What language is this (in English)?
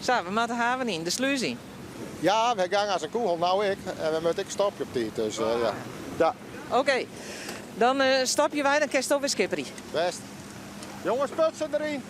Western Frisian